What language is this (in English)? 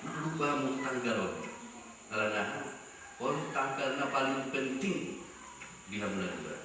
Batak Toba